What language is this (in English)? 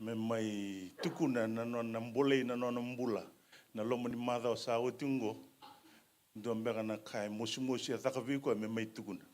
Fijian